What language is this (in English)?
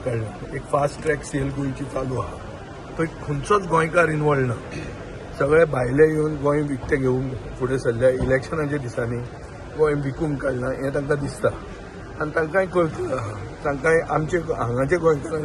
Konkani